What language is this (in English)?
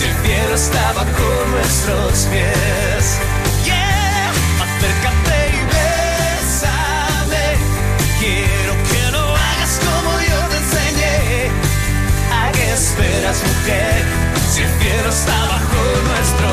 Spanish